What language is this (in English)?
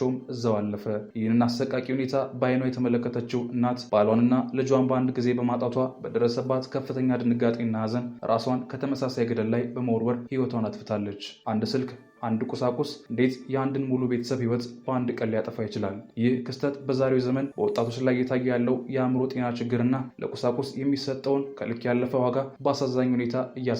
Amharic